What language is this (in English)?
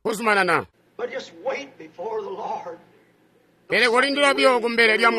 Tonga (Zambia)